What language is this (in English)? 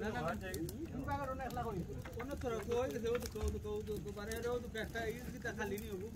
Sylheti